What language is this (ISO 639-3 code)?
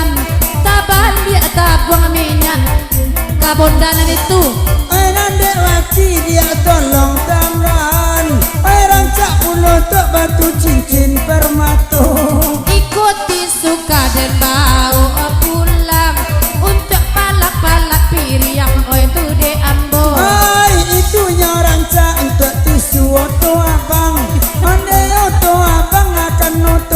min